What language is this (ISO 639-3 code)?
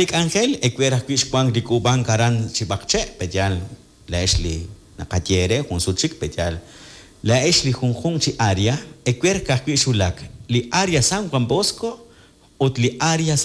kek